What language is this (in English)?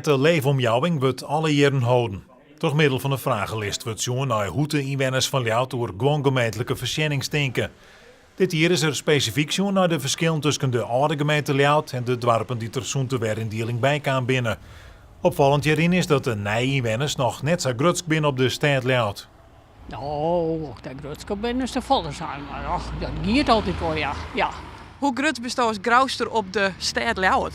Western Frisian